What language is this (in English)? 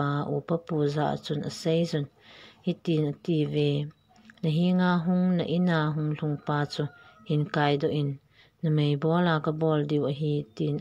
Thado Chin